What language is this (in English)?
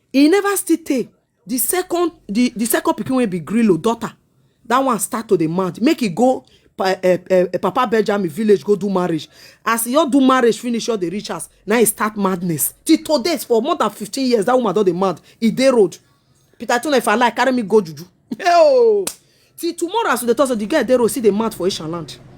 Nigerian Pidgin